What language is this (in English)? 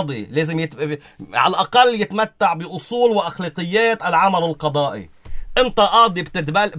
North Levantine Arabic